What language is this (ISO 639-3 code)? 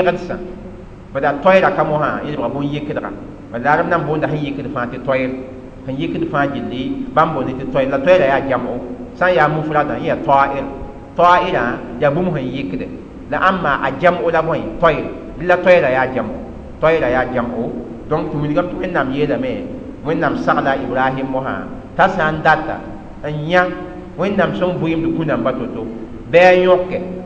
mos